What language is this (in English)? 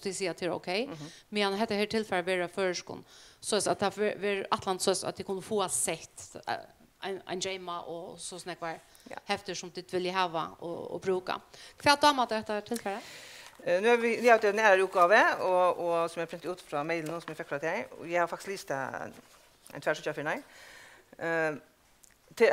Faroese